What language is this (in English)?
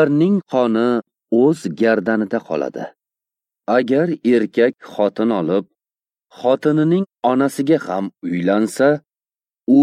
Uzbek